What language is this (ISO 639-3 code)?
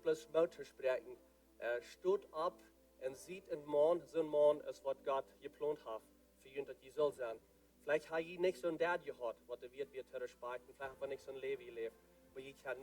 pdt